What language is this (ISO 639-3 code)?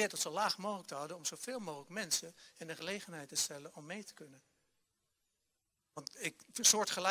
nld